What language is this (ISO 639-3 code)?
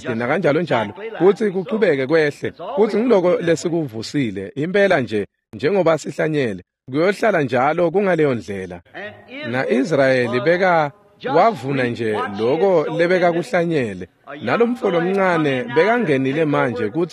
ssw